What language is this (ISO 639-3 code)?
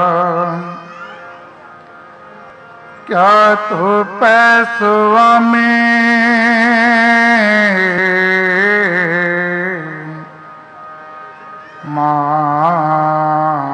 pan